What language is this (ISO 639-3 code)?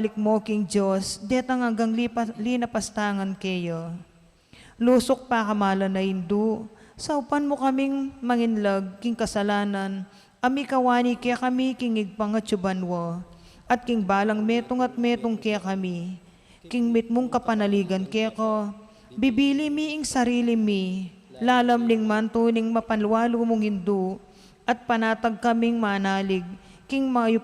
pam